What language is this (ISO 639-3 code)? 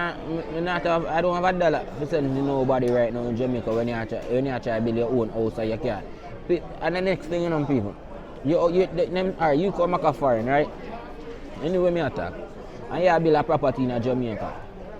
jam